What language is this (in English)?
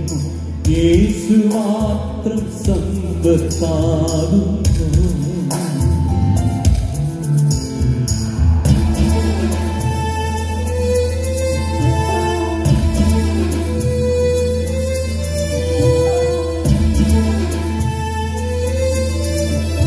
Malayalam